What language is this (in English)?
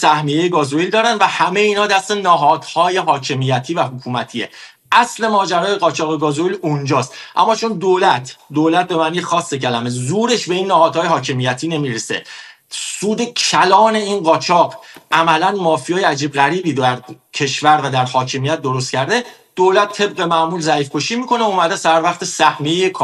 Persian